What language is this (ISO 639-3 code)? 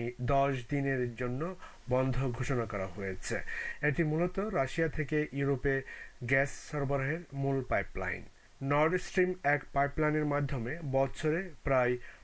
ben